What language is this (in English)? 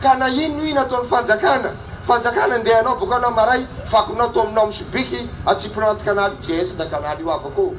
Malagasy